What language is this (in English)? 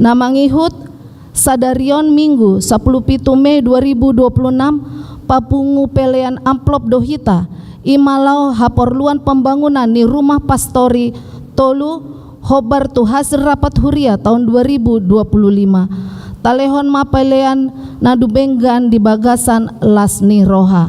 Batak Toba